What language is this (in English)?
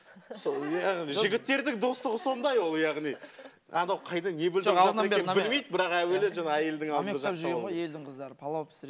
Kazakh